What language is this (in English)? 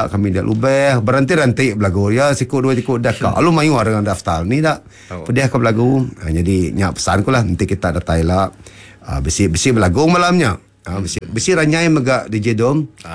Iban